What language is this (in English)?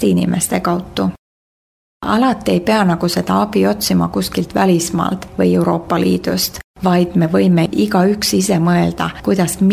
Estonian